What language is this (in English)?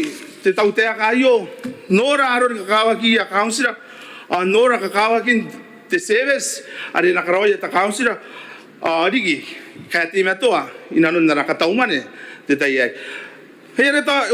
Gilbertese